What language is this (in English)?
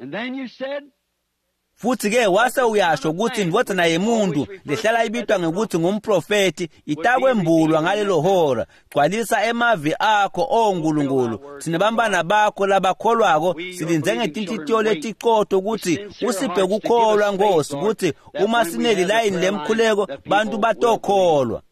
Swati